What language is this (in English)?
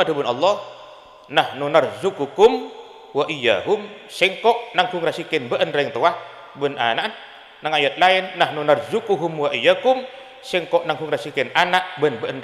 Madurese